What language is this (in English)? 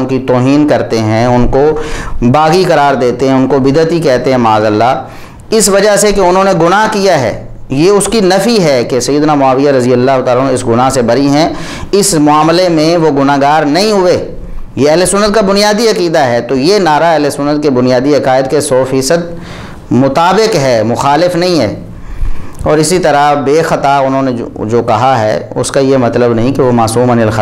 Urdu